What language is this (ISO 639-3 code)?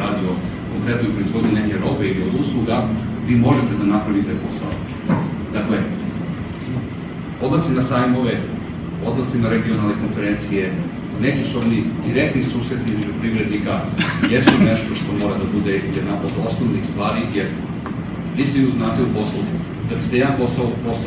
srp